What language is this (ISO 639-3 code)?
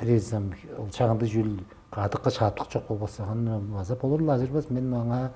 tyv